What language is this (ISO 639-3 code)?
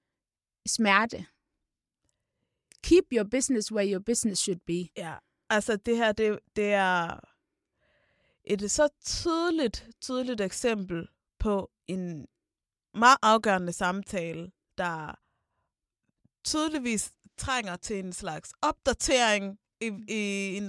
dan